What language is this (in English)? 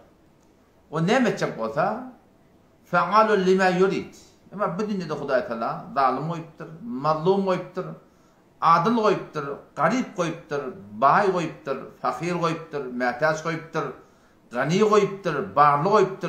Turkmen